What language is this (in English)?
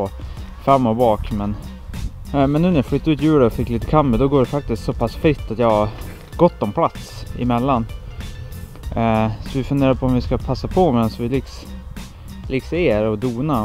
Swedish